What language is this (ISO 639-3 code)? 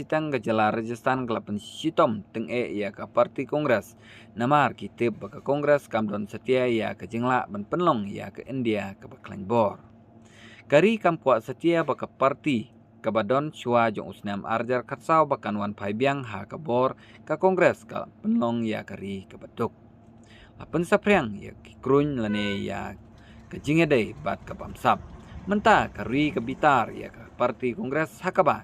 kha